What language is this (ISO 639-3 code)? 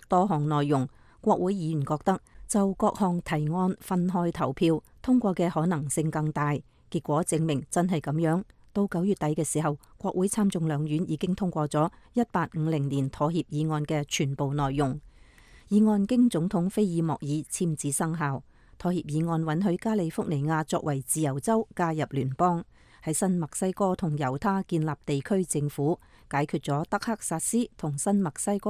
yue